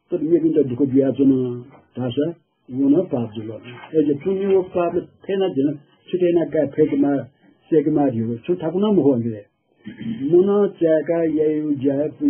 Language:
Newari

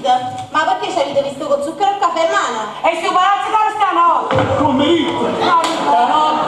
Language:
Neapolitan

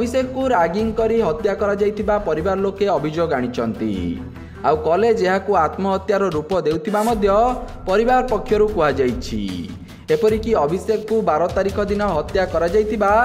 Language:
Odia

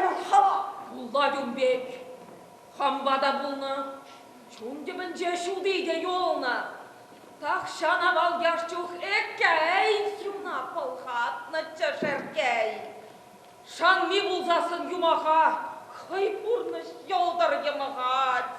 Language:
Chuvash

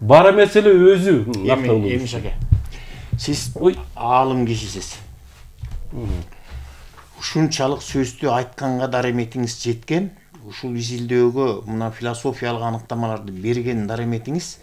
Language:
Kyrgyz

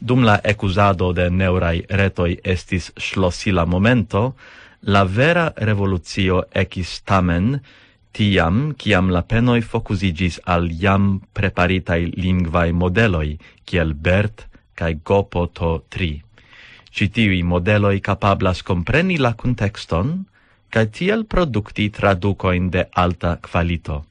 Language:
Esperanto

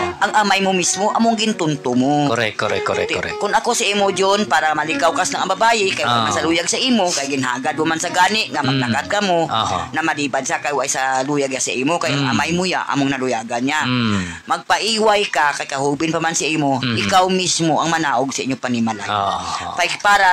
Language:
Hiligaynon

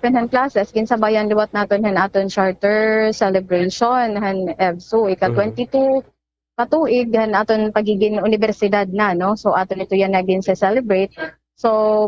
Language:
Waray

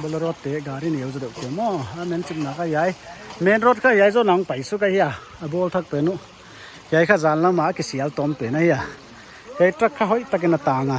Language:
Paite Chin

